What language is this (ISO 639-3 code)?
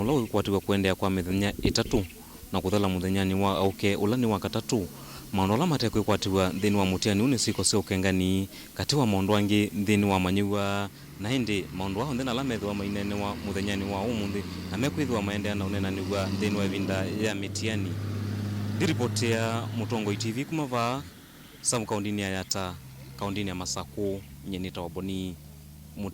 kam